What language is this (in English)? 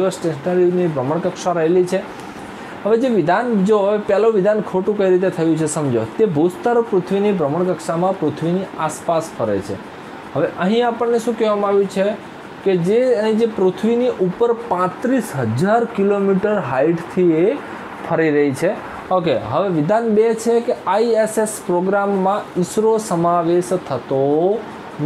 Gujarati